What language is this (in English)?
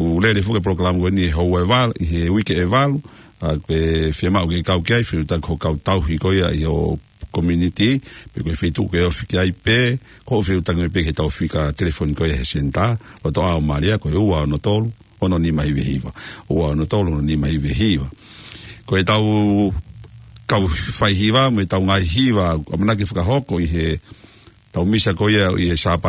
Tongan